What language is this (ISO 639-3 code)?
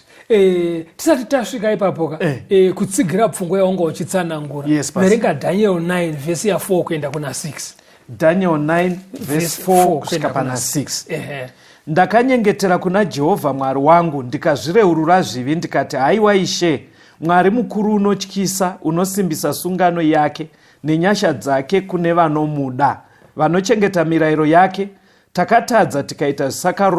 sna